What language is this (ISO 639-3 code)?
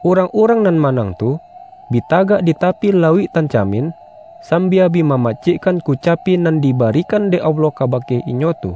min